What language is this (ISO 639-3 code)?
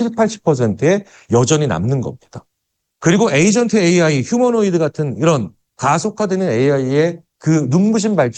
kor